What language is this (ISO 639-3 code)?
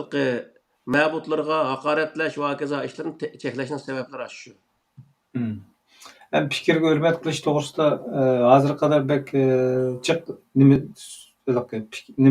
uig